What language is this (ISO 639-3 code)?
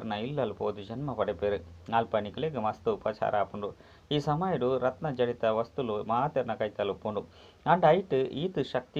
tcy